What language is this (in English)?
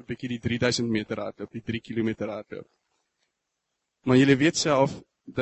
Afrikaans